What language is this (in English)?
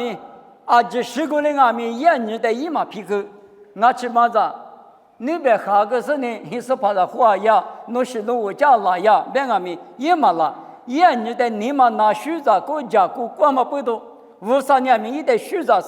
Lisu